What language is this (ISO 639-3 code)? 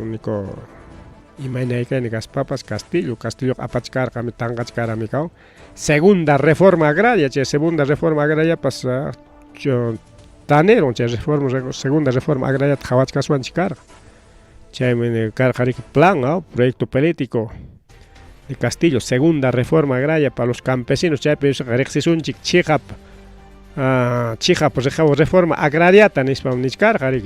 quy